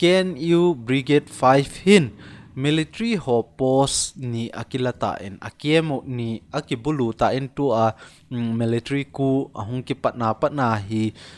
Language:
Thado Chin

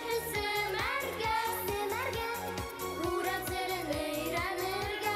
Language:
Bashkir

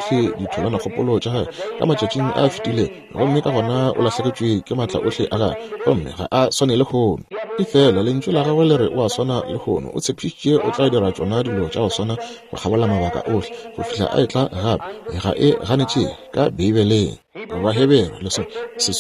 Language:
Northern Sotho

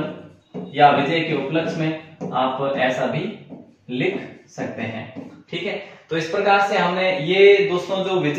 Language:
Hindi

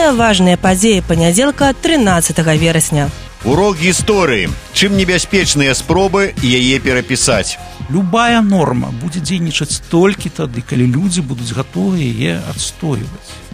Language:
Belarusian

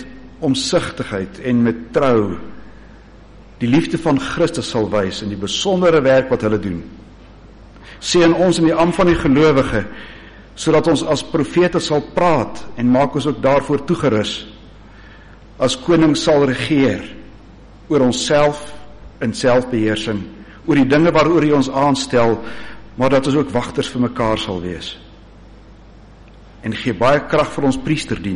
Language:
Afrikaans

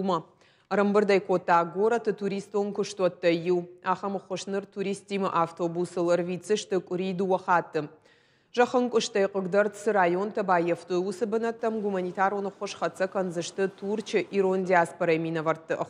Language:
Ossetic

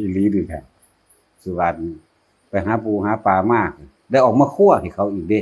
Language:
Northeastern Thai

